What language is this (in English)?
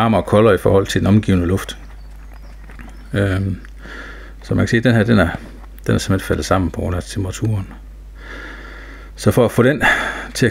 Danish